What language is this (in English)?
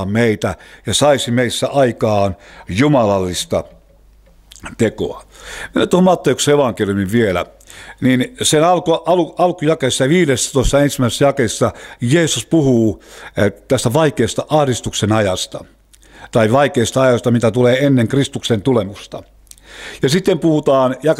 Finnish